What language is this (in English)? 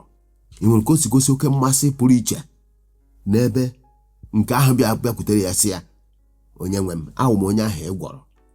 Igbo